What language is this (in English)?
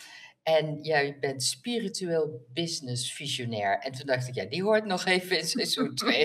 Dutch